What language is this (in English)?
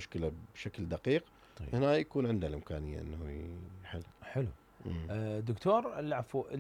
Mesopotamian Arabic